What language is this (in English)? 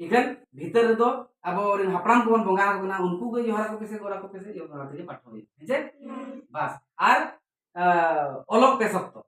Santali